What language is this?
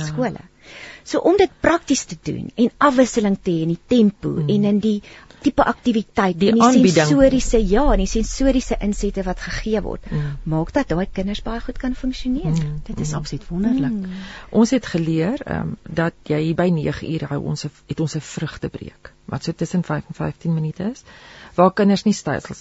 Afrikaans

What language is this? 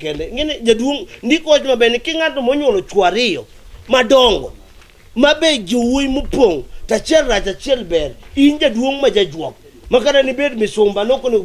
Luo (Kenya and Tanzania)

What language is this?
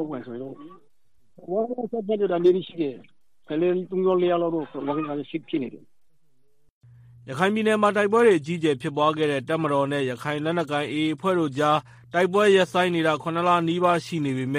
Burmese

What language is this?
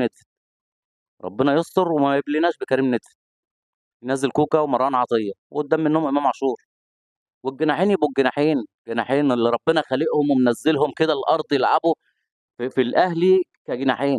Egyptian Arabic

